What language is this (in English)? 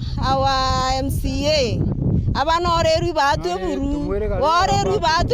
Meru